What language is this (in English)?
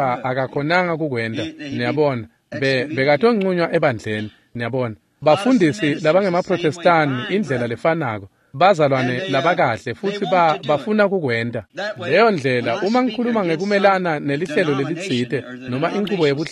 Swati